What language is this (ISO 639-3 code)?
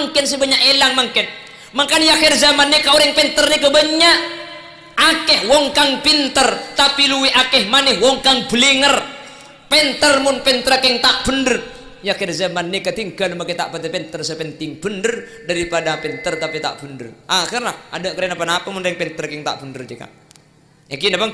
mad